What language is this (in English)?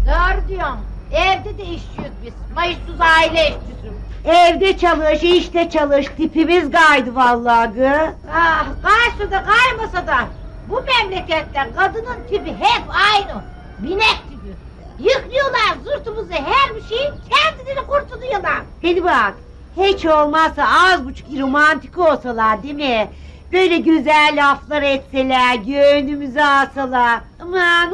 Turkish